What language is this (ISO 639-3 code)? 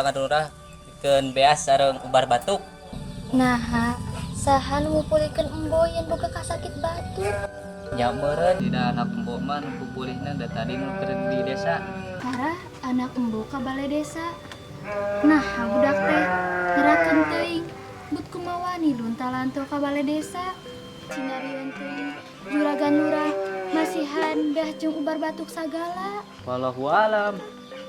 sun